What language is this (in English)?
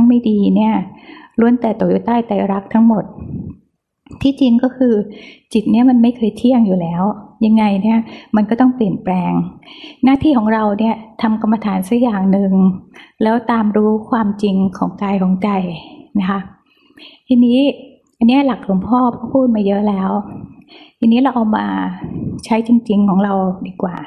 Thai